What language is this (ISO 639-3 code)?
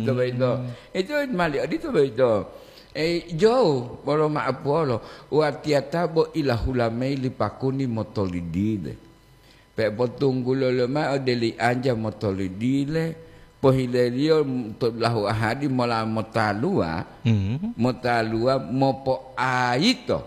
gor